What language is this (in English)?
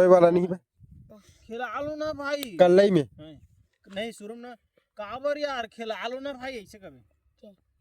Chhattisgarhi